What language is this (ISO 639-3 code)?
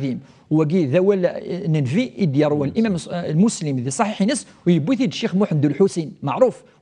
kab